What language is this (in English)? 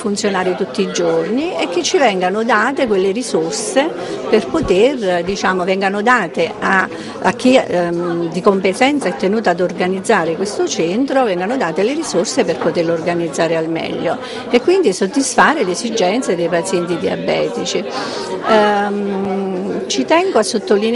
Italian